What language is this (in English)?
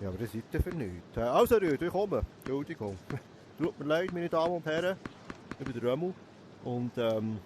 Swiss German